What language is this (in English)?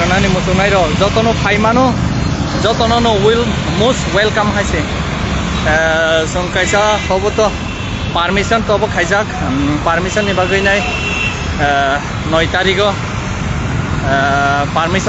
Kok Borok